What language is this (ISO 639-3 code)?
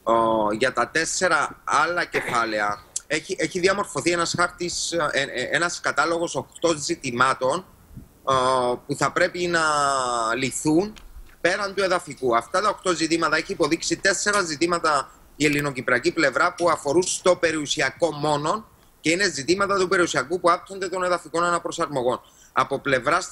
ell